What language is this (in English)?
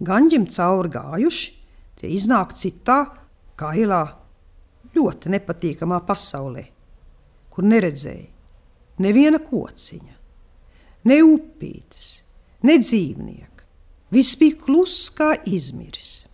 Latvian